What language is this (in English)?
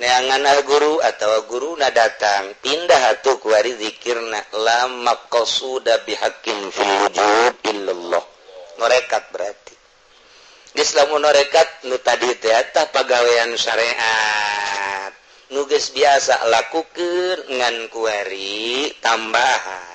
Sundanese